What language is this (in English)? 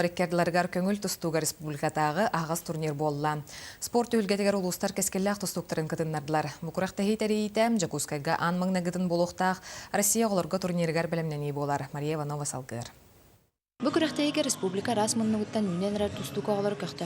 Yakut